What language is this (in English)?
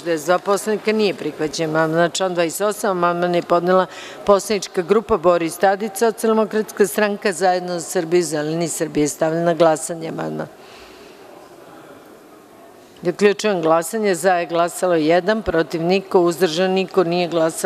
Serbian